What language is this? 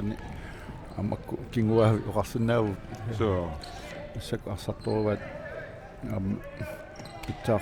Kalaallisut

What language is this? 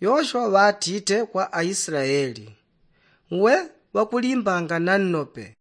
Yao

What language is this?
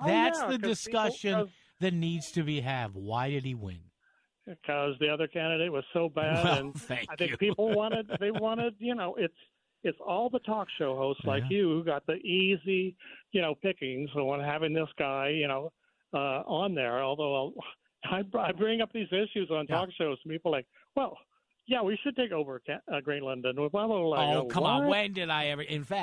English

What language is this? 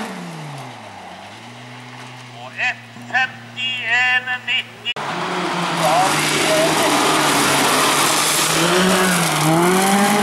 Norwegian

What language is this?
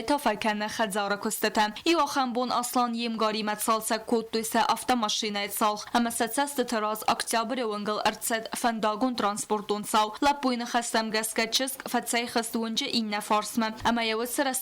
Ossetic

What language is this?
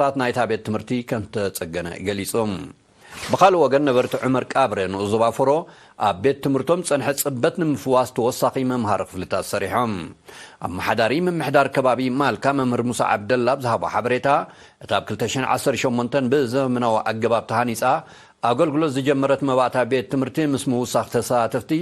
Tigrinya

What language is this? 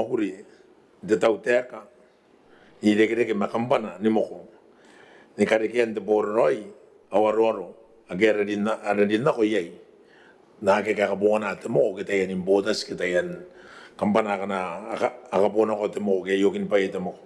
Gilbertese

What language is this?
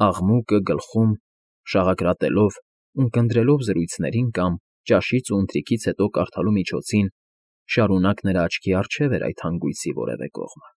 Armenian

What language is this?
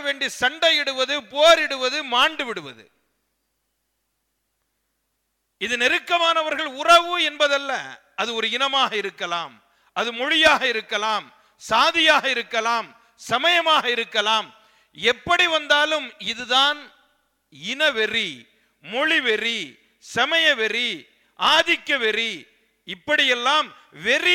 Tamil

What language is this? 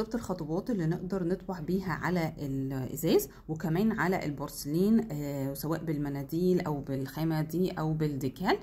Egyptian Arabic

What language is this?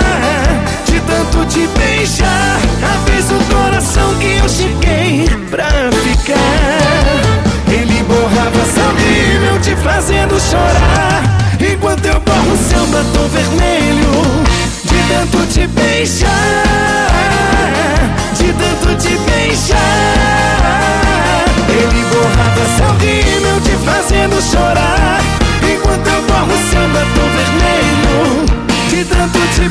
Portuguese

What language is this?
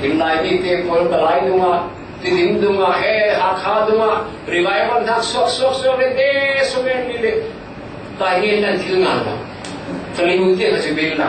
Falam Chin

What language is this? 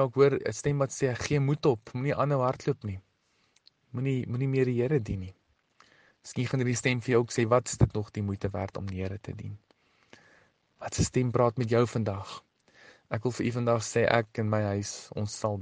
Afrikaans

